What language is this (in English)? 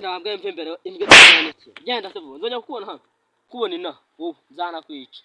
Kinyarwanda